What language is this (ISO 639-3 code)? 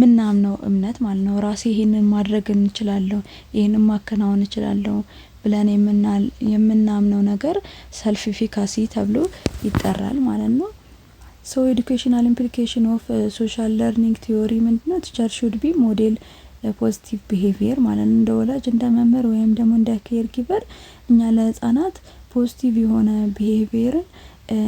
amh